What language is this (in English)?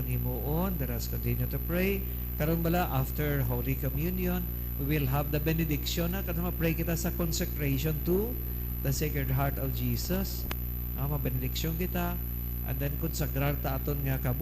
Hiligaynon